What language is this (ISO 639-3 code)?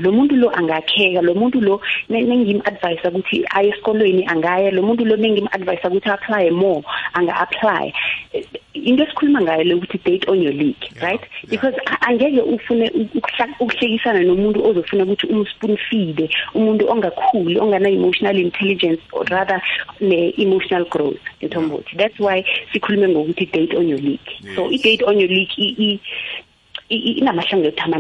nbl